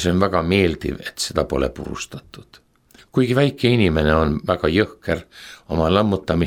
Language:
Estonian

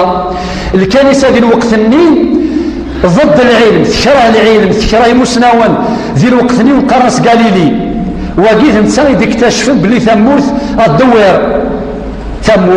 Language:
Kabyle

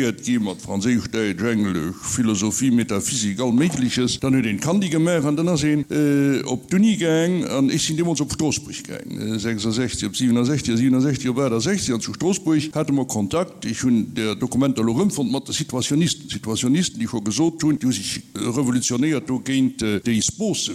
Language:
Luxembourgish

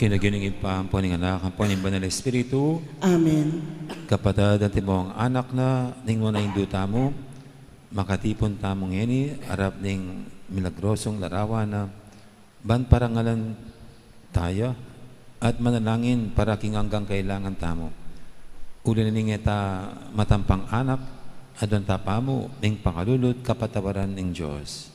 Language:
Pampanga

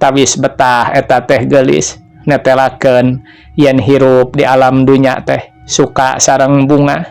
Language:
Sundanese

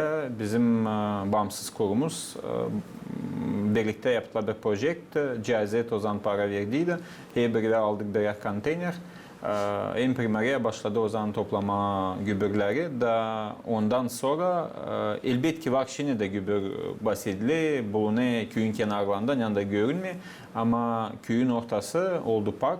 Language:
Gagauz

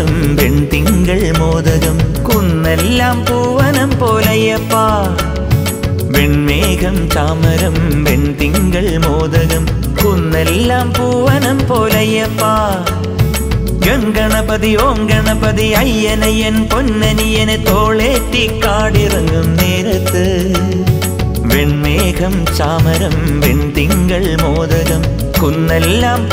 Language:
Malayalam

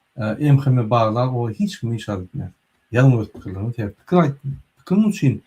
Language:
Turkmen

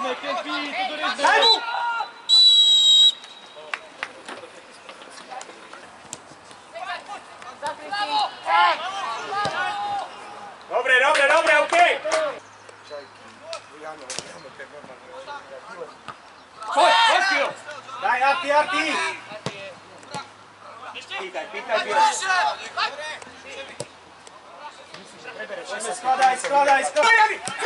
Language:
Slovak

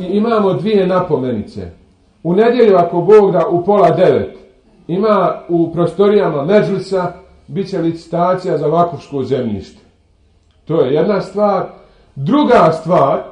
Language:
Bosnian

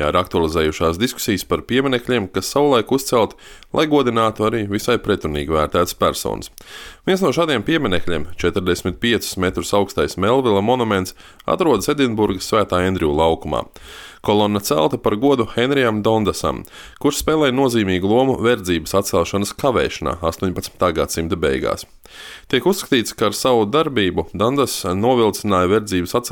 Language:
Latvian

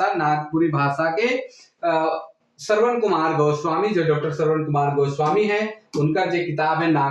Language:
Sadri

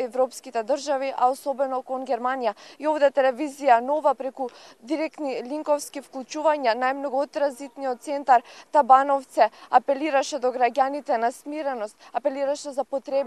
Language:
Macedonian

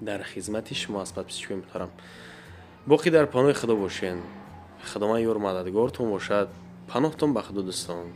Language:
Tajik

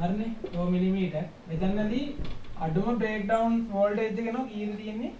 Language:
Sinhala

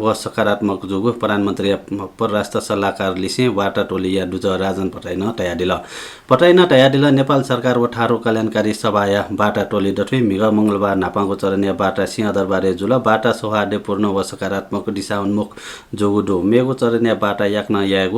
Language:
Newari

